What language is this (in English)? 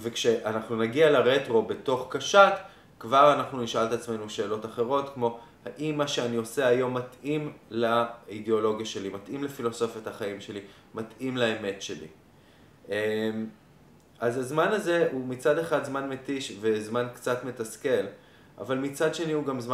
Hebrew